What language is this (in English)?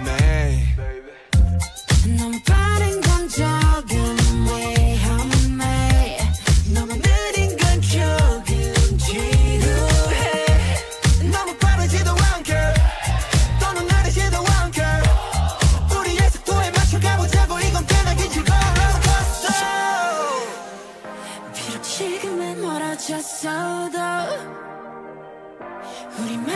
Korean